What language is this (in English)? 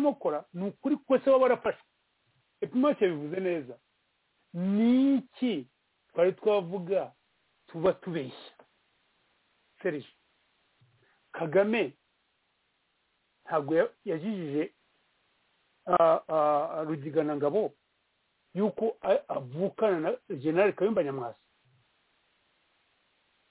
Kinyarwanda